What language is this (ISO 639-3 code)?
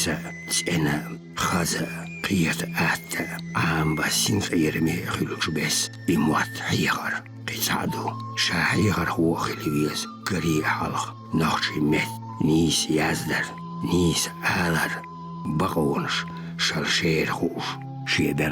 che